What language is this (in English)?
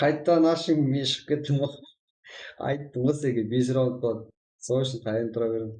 Kara-Kalpak